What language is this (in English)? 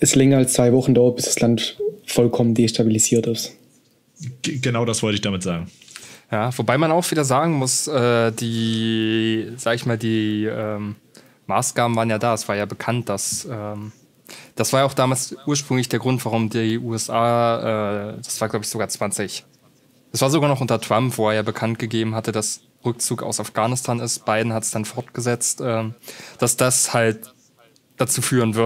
German